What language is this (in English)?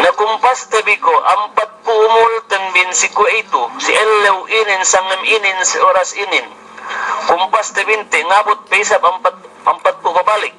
Yakan